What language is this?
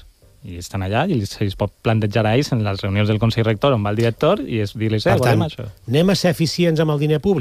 Catalan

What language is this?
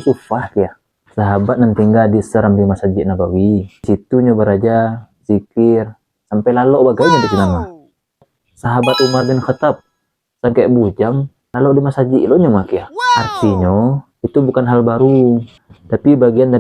Minangkabau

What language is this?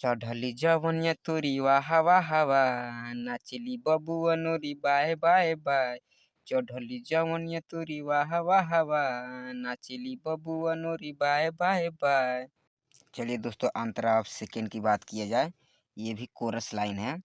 Bhojpuri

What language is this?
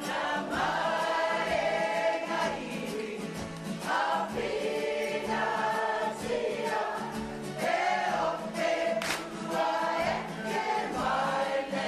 Māori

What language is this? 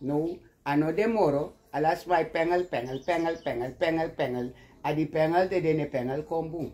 Sranan Tongo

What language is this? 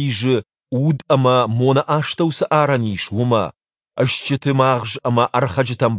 Ossetic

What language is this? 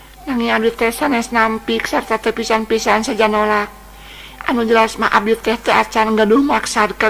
Sundanese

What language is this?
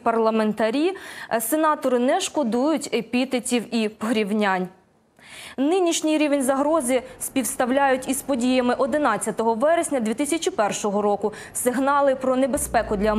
Ukrainian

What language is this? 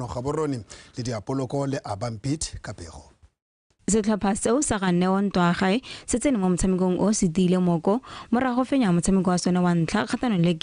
Tswana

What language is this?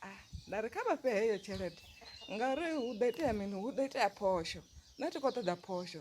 Venda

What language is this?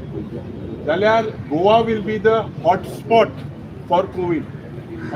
Konkani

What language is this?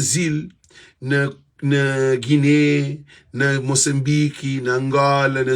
Kabuverdianu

